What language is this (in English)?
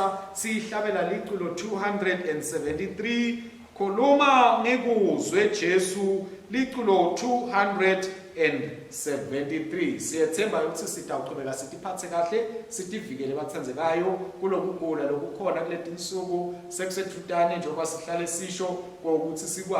Swati